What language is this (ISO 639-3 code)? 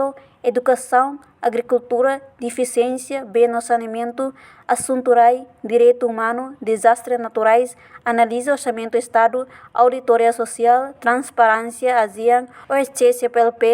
tet